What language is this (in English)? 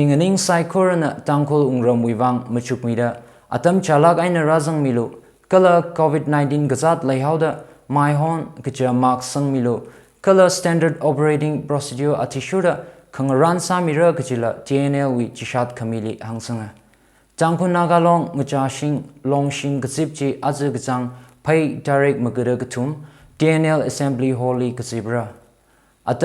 Tangkhul Naga (India)